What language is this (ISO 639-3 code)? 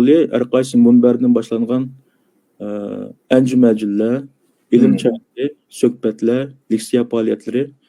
uig